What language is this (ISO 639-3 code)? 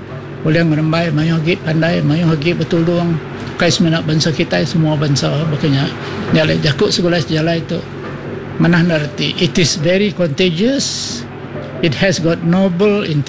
iba